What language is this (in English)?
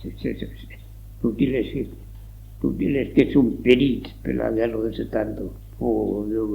Occitan